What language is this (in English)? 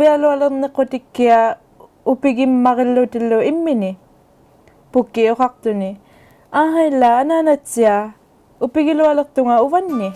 Inuktitut